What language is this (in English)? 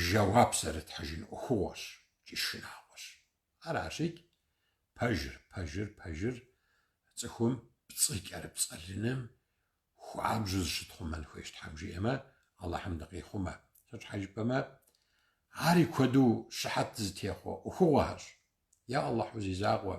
Kabardian